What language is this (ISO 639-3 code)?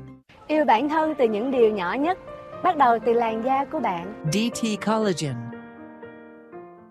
vie